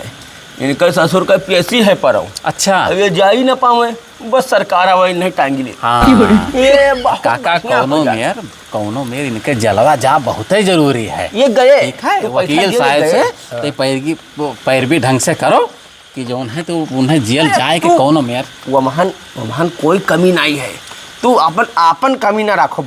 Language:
Awadhi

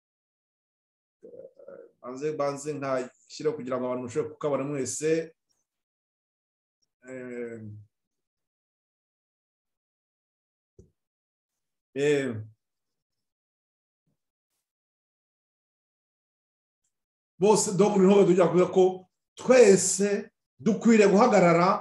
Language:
Kinyarwanda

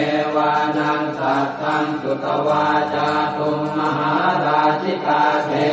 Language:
Pali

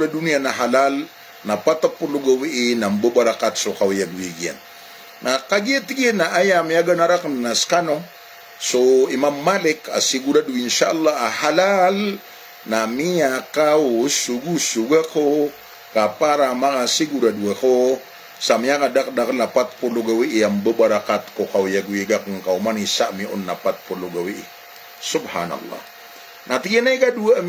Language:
Maranao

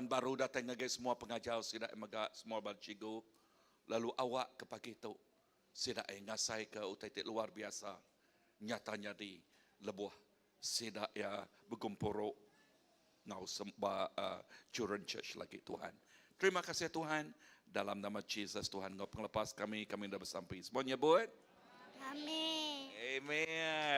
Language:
Iban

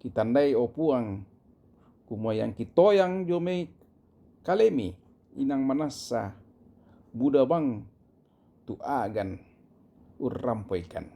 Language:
Toraja-Sa'dan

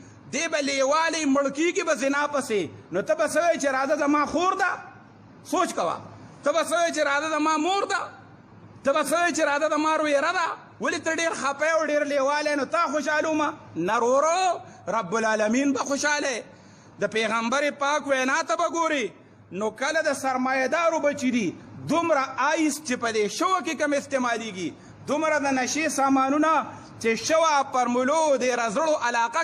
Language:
Pashto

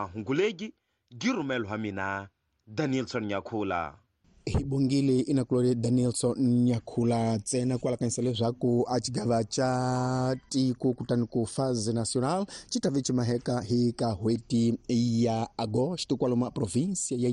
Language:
Tsonga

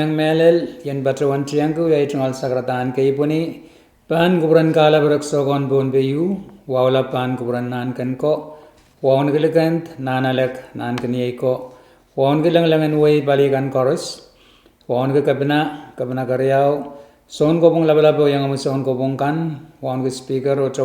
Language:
Pohnpeian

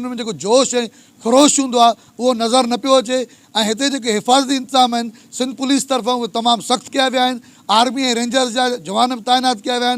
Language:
Sindhi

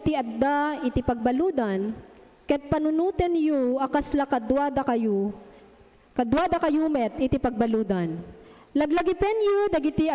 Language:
Iloko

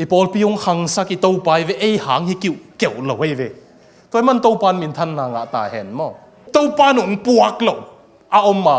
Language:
Tedim Chin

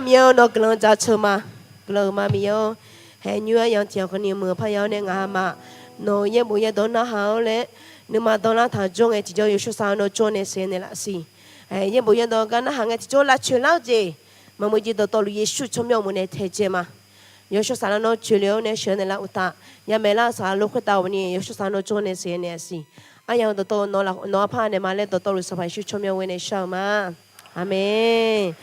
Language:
Akha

